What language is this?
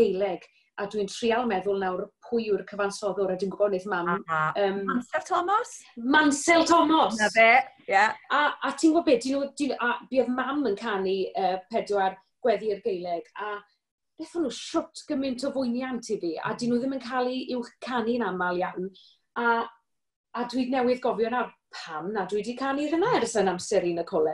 Welsh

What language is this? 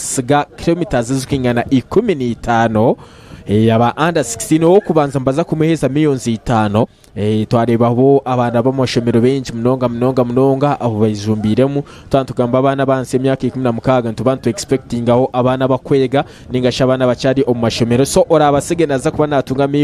Nyankole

